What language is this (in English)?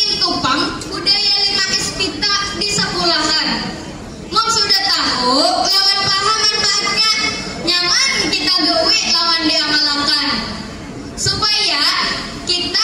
Banjar